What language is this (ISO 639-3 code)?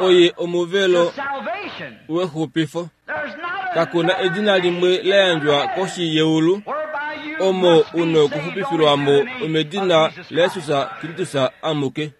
kua